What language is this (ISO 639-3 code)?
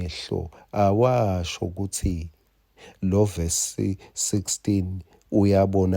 ssw